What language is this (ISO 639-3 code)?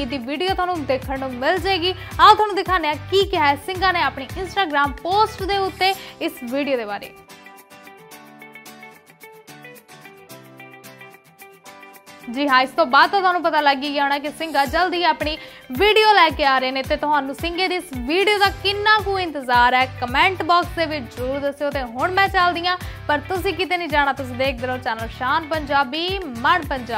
pan